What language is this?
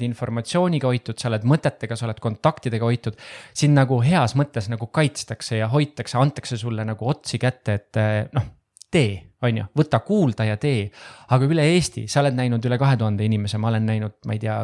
Estonian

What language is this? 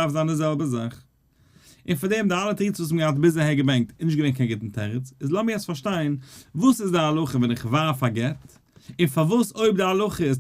Yiddish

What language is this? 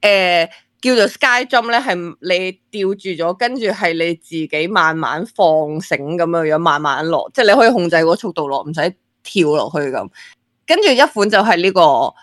Cantonese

